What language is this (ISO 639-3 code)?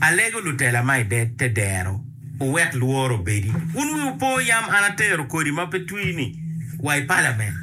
ach